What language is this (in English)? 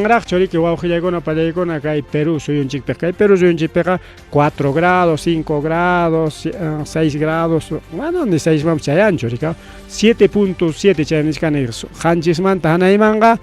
Ayacucho Quechua